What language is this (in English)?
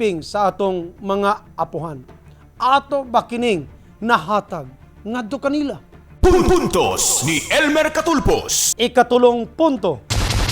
Cebuano